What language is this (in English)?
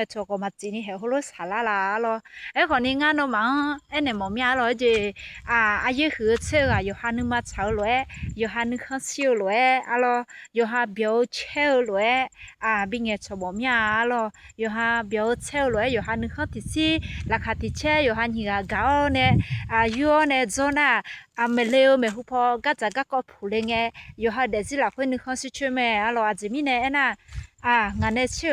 Akha